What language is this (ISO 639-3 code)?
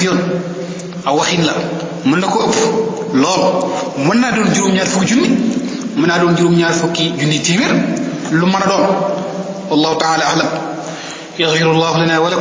wol